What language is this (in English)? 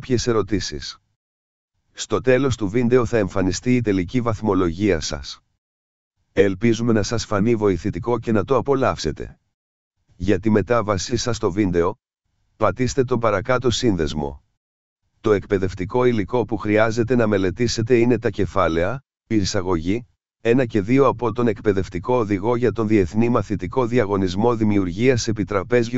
Greek